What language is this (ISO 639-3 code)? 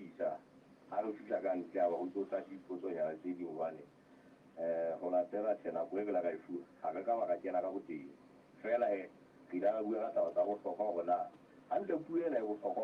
sot